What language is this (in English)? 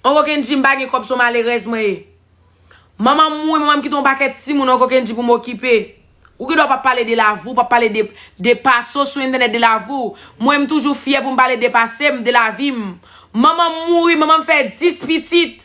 Haitian Creole